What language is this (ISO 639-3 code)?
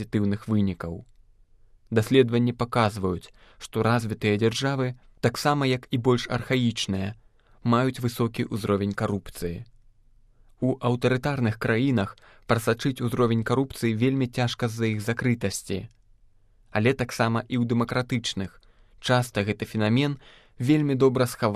bel